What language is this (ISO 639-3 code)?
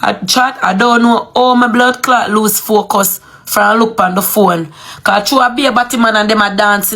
jam